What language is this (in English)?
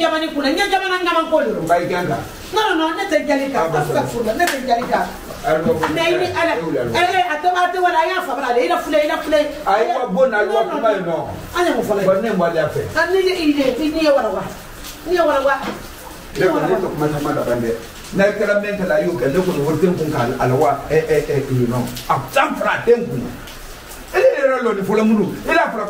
French